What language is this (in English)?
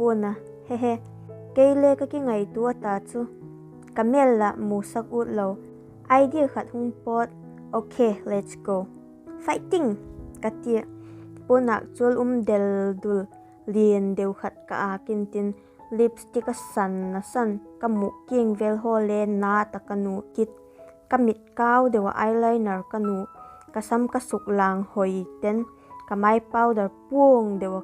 Vaiphei